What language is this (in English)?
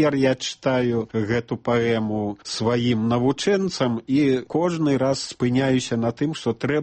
Belarusian